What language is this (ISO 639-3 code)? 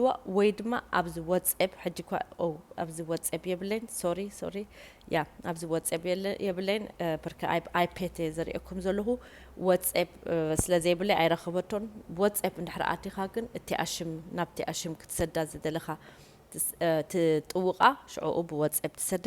tir